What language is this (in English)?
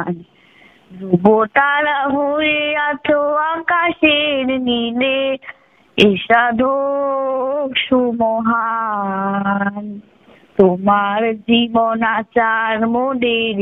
Bangla